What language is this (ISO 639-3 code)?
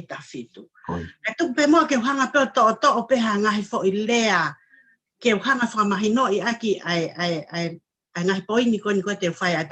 ton